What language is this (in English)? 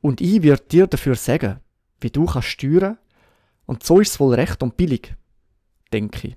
Swiss German